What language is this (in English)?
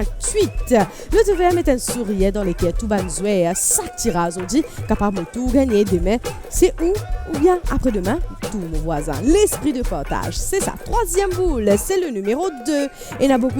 Morisyen